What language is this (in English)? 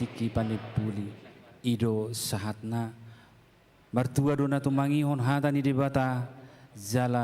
Batak Toba